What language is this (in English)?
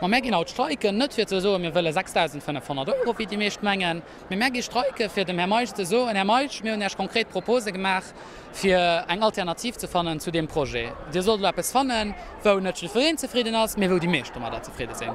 Luxembourgish